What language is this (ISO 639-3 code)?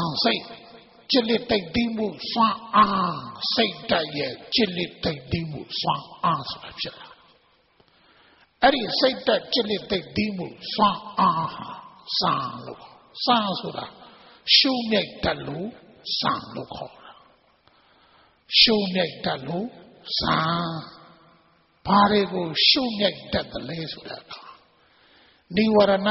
mya